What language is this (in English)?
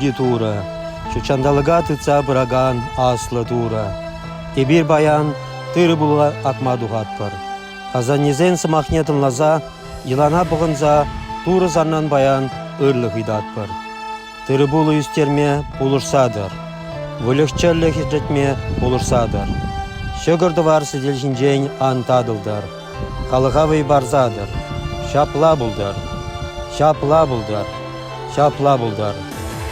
Chuvash